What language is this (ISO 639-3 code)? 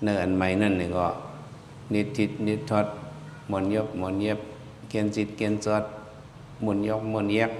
shn